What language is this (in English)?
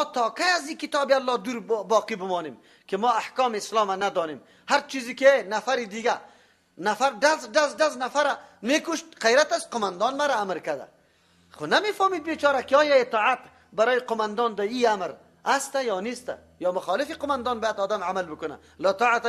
Persian